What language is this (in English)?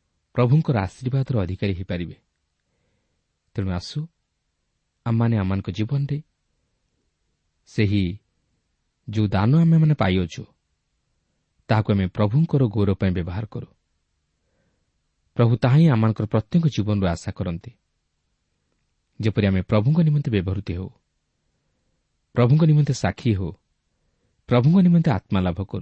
Odia